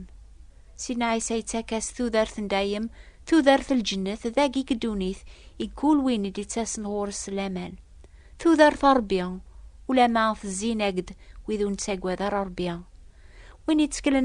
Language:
Kabyle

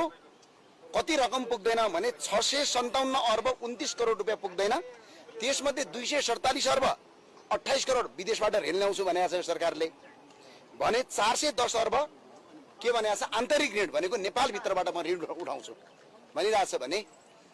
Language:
Nepali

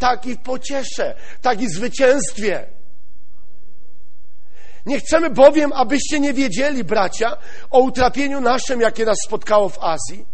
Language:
Polish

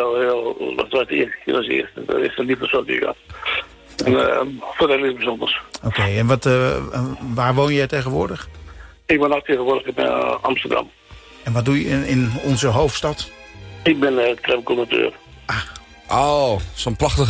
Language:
Dutch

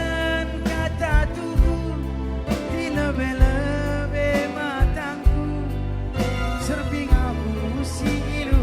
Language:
Batak Karo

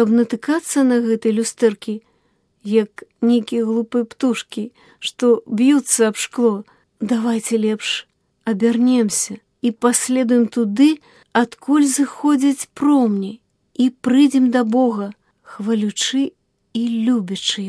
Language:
Belarusian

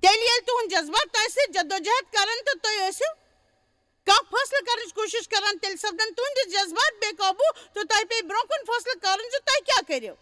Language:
Kashmiri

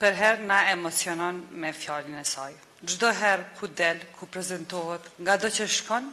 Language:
Albanian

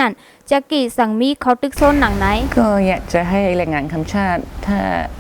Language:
Shan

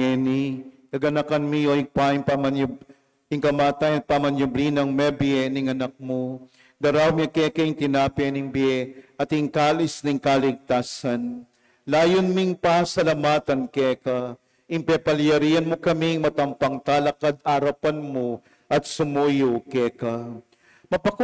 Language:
Pampanga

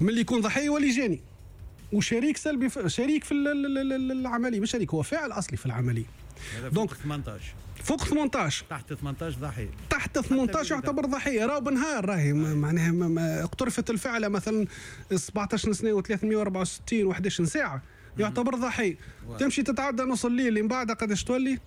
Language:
Tunisian Arabic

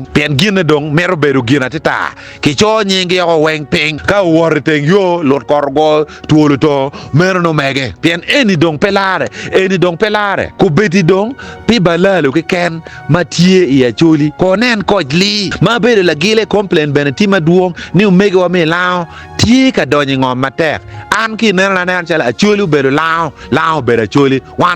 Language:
Acoli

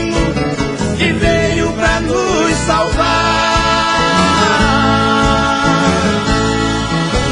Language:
Portuguese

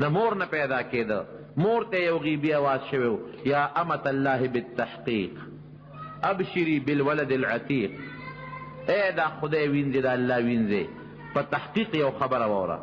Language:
Pashto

